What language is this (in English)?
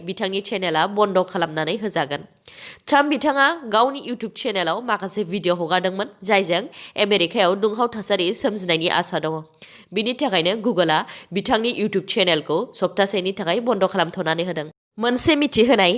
Bodo